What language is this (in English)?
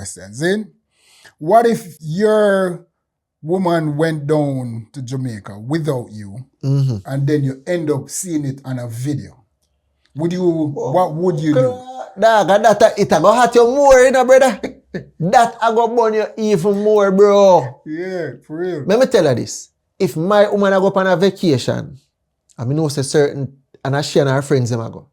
Jamaican Creole English